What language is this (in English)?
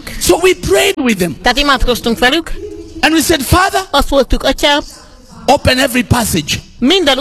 Hungarian